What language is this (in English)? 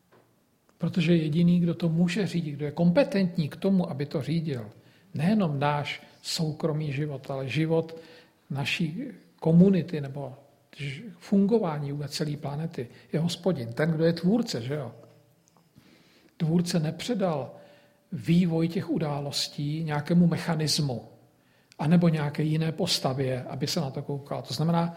Czech